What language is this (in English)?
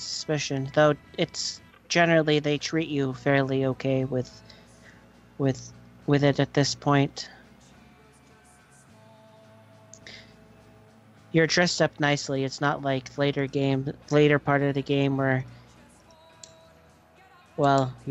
English